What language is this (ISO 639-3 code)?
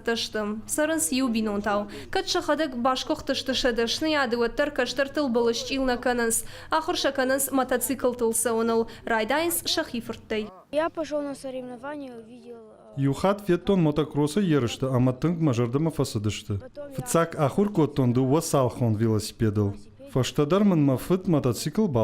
oss